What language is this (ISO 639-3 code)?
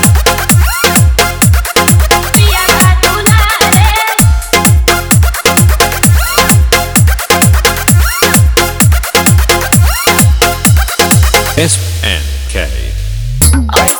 bho